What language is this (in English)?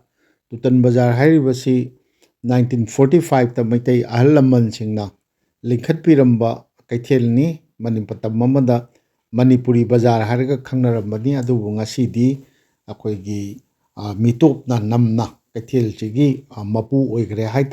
Manipuri